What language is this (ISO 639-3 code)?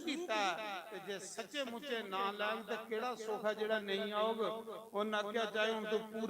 doi